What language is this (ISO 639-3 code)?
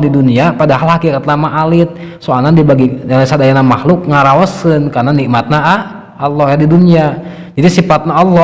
sun